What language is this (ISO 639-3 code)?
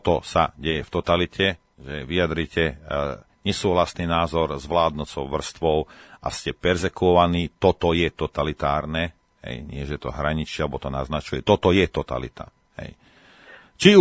slk